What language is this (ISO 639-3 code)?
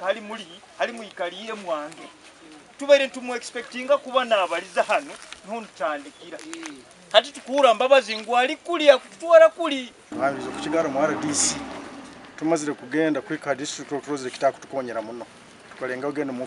nyn